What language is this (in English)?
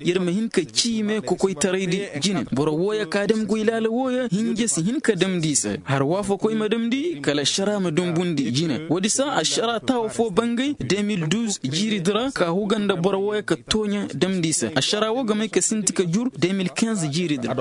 Koyraboro Senni